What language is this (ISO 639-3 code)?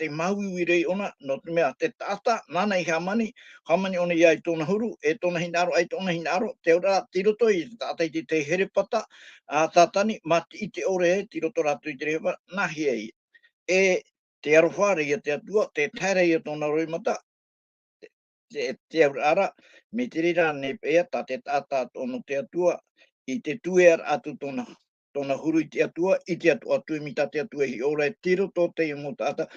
tah